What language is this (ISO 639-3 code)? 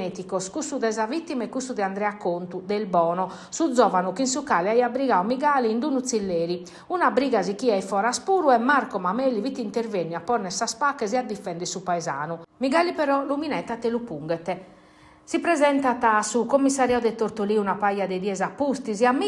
srd